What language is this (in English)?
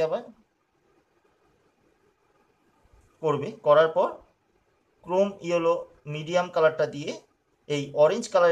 Bangla